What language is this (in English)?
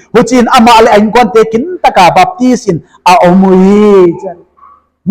Paite Chin